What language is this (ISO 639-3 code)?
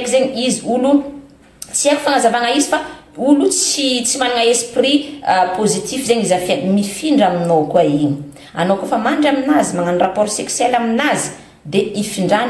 mlg